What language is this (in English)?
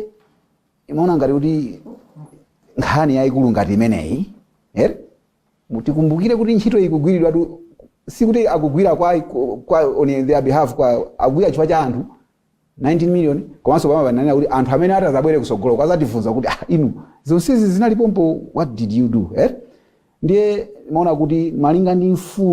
Nyanja